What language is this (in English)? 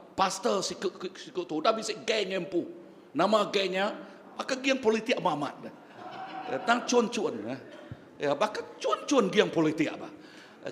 Iban